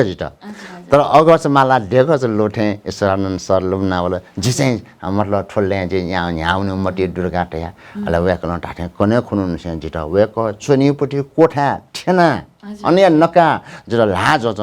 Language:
Newari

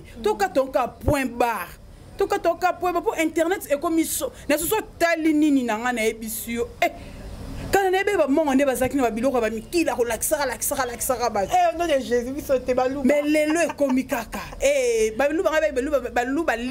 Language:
Lingala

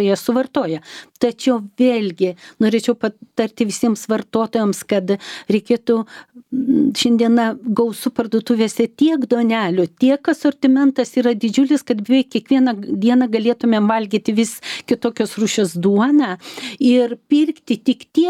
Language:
Lithuanian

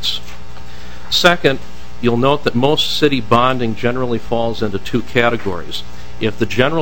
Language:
English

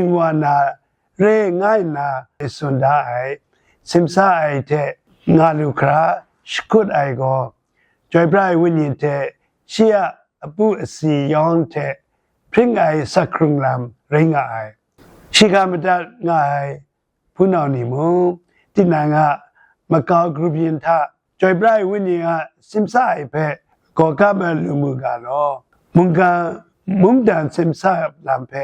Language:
Kachin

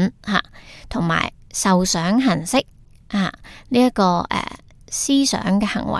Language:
Cantonese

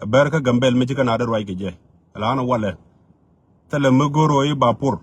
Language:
Nuer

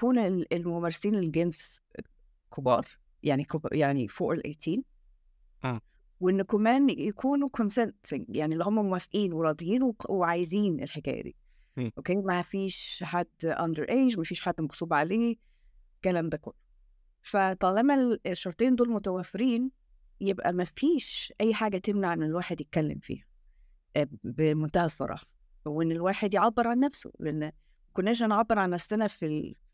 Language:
Egyptian Arabic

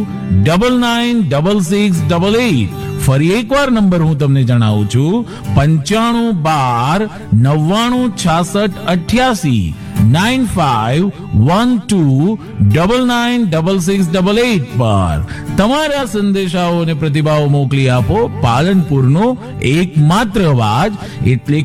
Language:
Gujarati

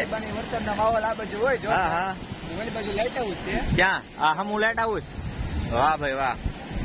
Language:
Gujarati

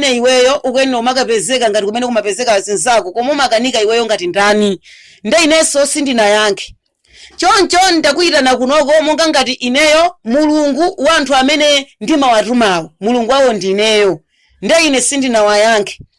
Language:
Nyanja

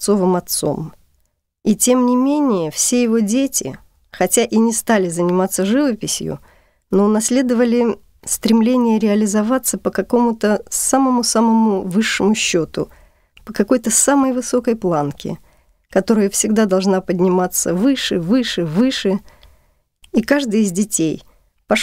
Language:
Russian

